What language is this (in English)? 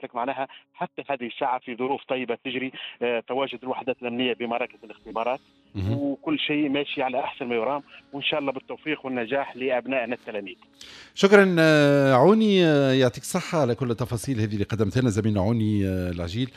Tunisian Arabic